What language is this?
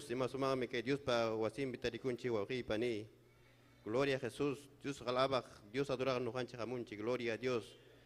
Ayacucho Quechua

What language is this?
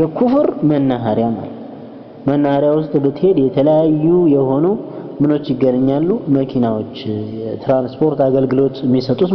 Amharic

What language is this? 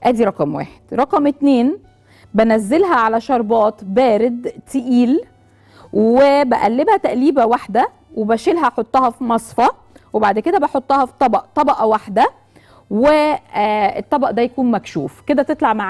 Egyptian Arabic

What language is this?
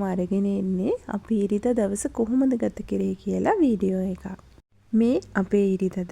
Sinhala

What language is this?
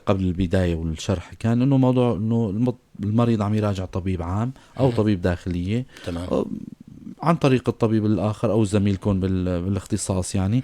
North Levantine Arabic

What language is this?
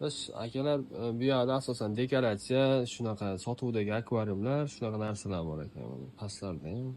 Uzbek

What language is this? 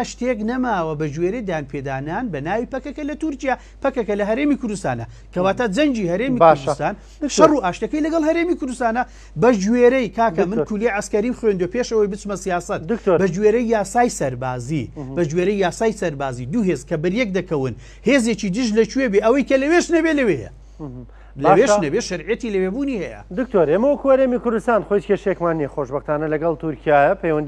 Central Kurdish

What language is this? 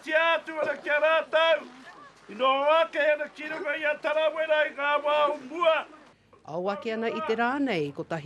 Māori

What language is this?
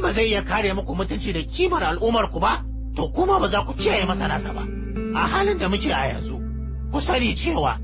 Hausa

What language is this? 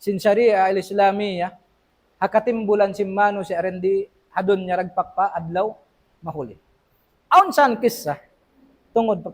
Tausug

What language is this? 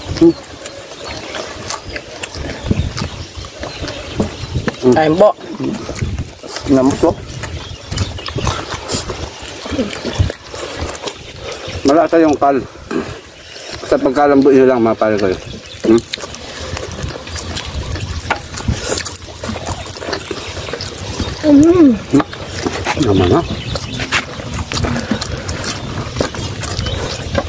Filipino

